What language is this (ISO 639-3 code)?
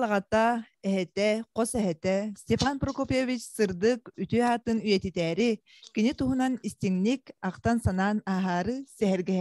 sah